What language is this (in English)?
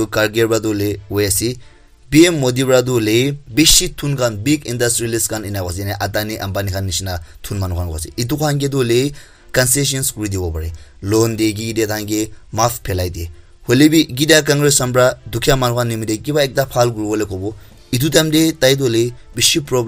Naga Pidgin